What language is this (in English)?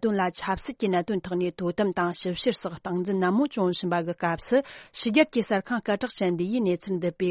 Tibetan